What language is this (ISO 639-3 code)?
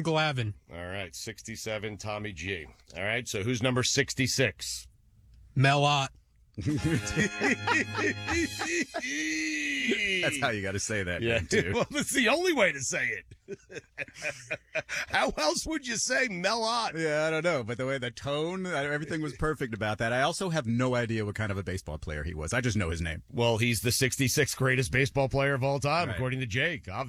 eng